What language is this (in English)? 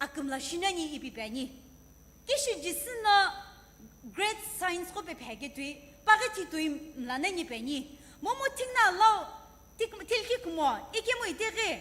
Sumi Naga